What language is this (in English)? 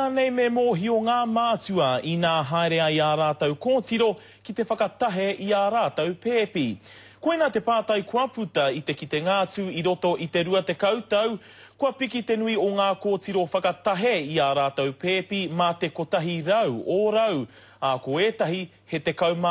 Māori